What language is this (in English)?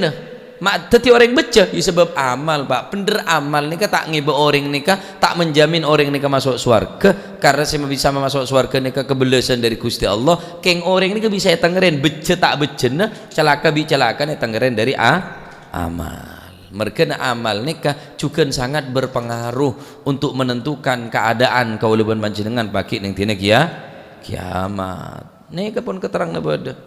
Madurese